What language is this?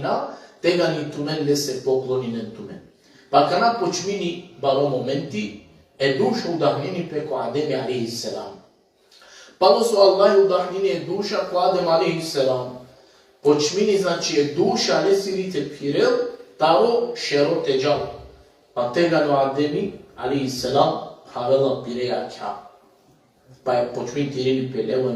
Balkan Romani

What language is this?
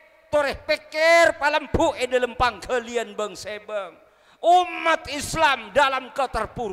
Madurese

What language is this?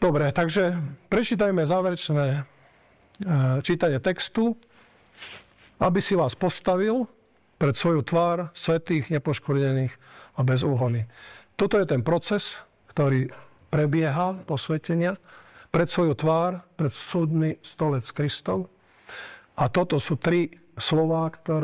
Slovak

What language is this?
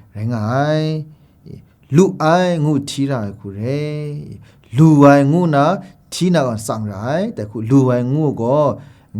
Kachin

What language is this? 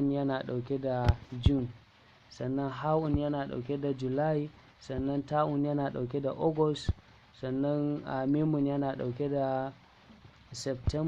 Hausa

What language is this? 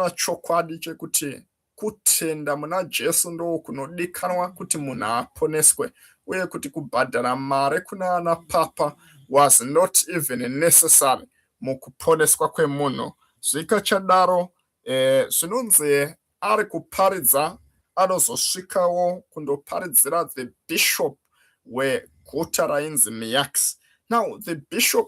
Shona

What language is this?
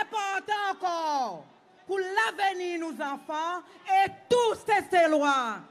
Seselwa Creole French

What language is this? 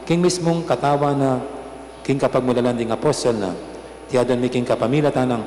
Pampanga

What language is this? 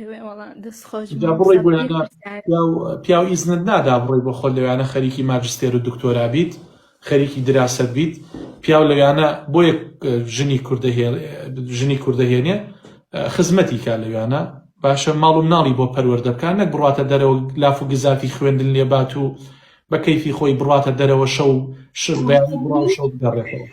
Central Kurdish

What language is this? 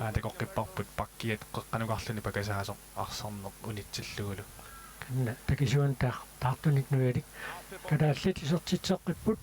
Kalaallisut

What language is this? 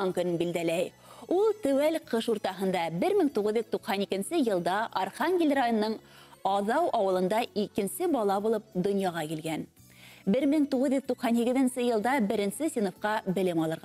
Bashkir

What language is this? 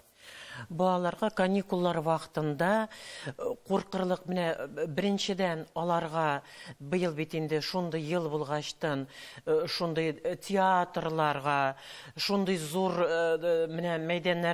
Tatar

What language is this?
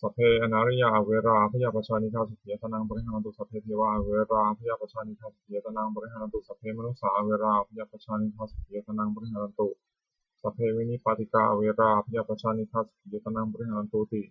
Pali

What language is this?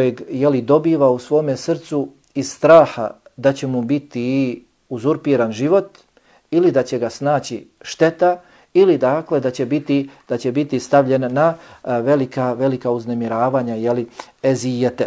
Bosnian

